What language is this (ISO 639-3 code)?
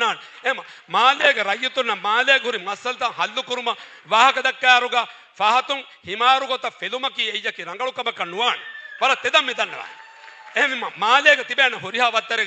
div